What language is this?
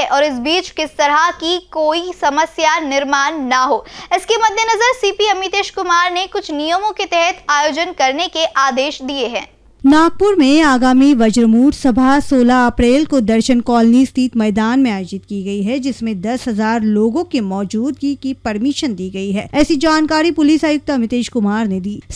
Hindi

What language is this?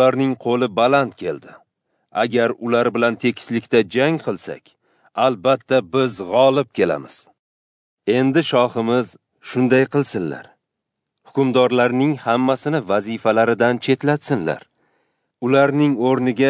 Uzbek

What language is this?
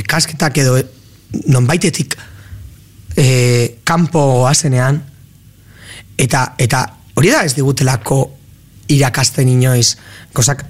Basque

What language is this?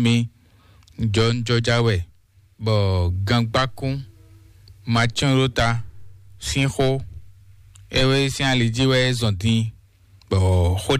Fon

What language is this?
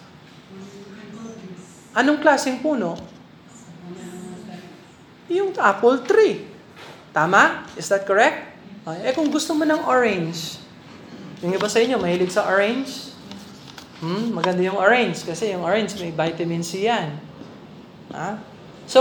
Filipino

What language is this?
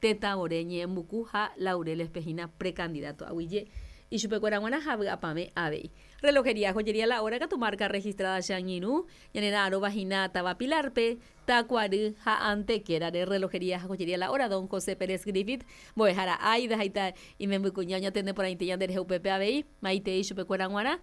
Guarani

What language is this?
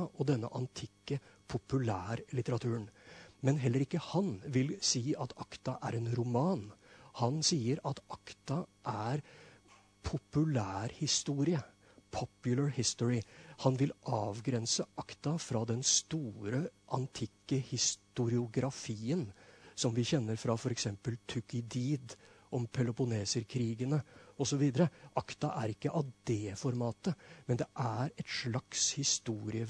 Norwegian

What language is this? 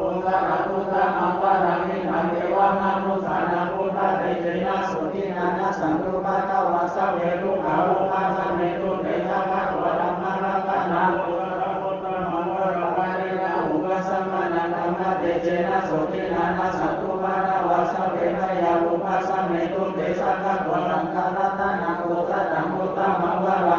Pali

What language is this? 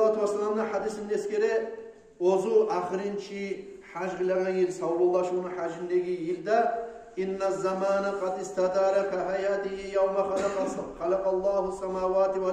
Kumyk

